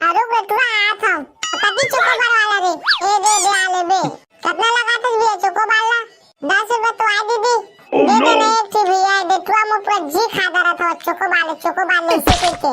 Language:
Chhattisgarhi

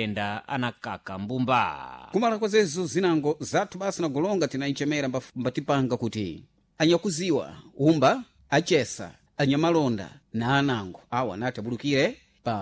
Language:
Sena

